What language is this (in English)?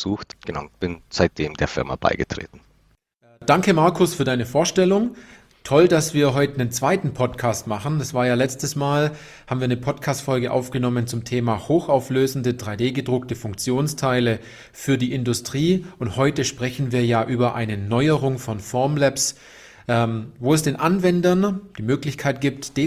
German